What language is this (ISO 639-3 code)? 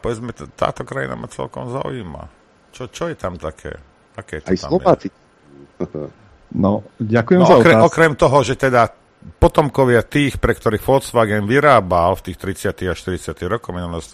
slk